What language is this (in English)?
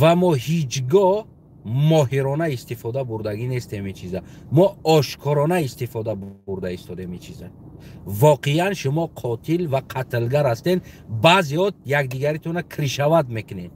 Tajik